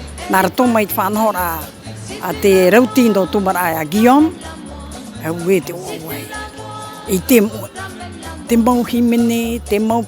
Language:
Tahitian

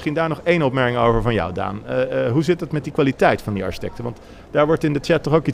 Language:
Dutch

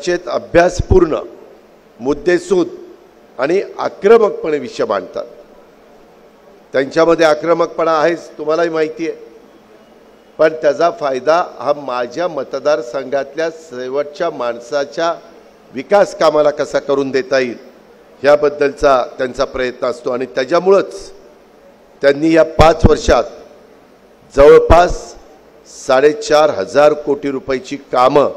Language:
Marathi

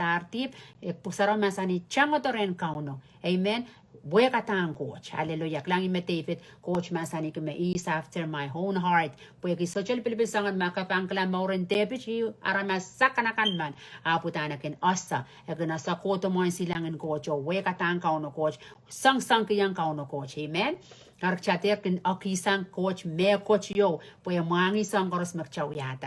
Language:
Pohnpeian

